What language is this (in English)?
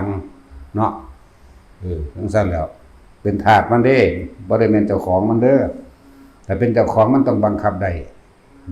Northeastern Thai